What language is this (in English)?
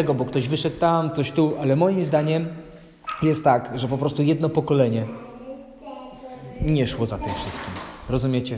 Polish